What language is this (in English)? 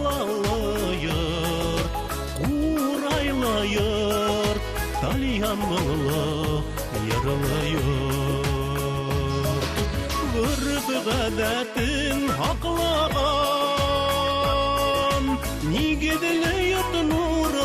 Bashkir